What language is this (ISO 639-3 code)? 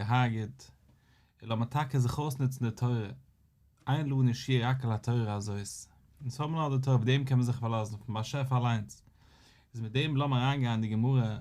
yid